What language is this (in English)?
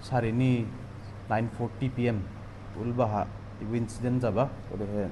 Dimasa